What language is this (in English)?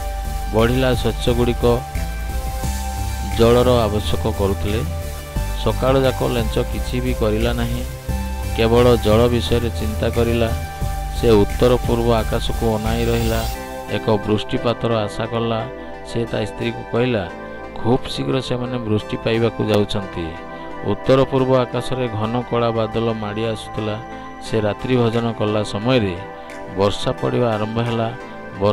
Odia